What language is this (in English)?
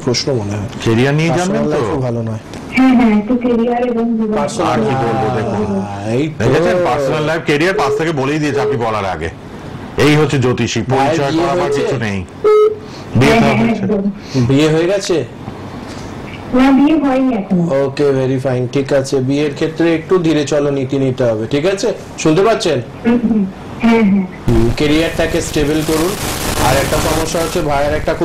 Bangla